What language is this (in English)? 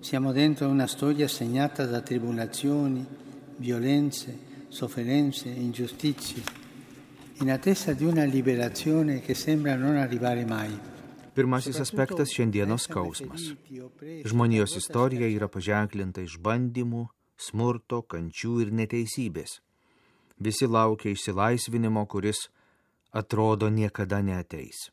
Lithuanian